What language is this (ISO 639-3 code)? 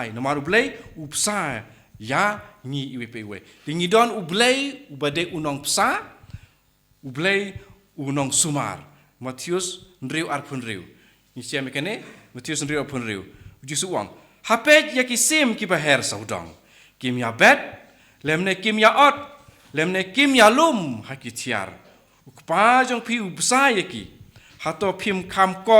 kha